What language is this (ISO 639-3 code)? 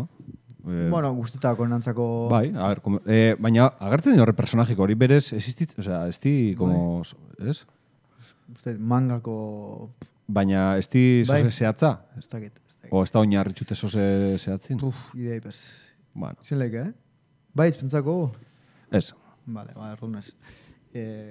eus